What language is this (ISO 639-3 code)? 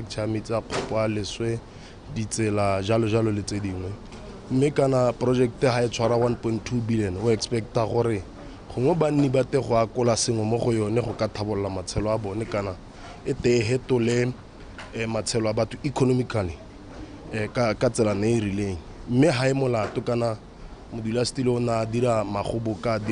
tsn